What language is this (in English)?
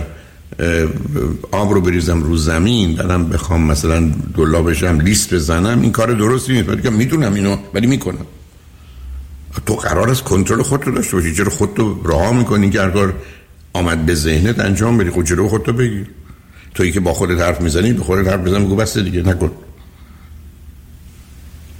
Persian